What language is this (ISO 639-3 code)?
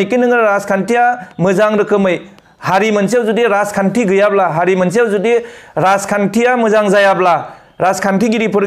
brx